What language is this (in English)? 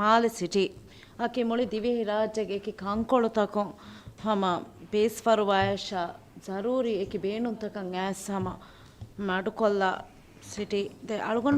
Divehi